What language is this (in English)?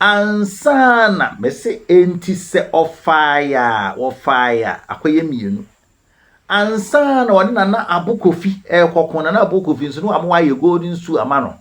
Akan